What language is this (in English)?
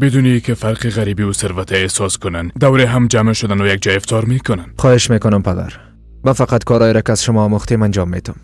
Persian